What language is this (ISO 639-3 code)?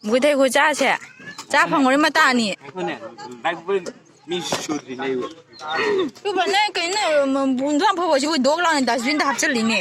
mni